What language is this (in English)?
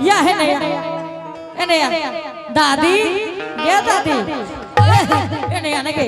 Angika